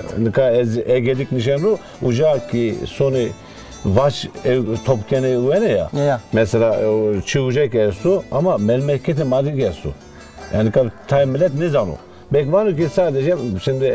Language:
Zaza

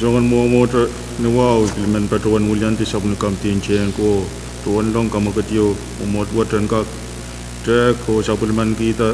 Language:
Pohnpeian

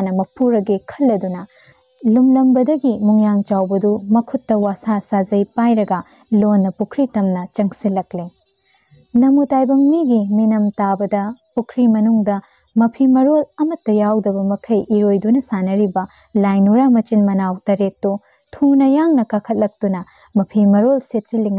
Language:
Manipuri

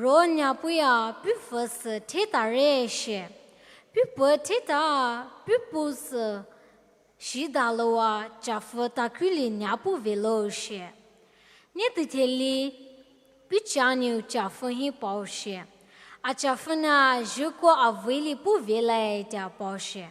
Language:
Poumei Naga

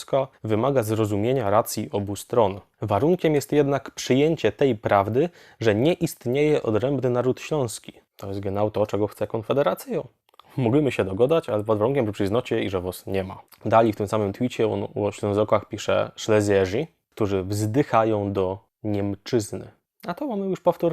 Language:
Silesian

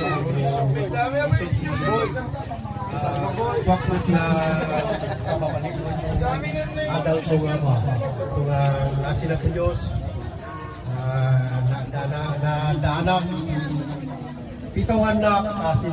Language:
Filipino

